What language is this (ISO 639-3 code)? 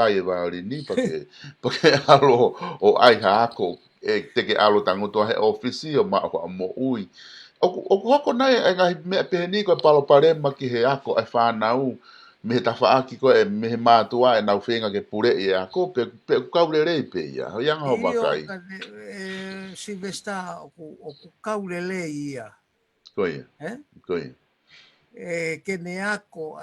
ton